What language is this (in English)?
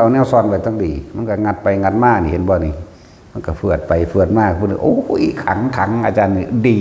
Northeastern Thai